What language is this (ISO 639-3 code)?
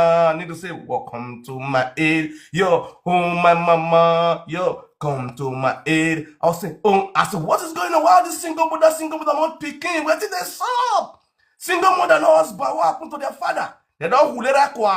pcm